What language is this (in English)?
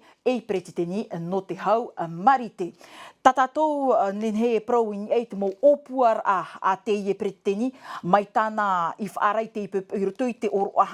Tahitian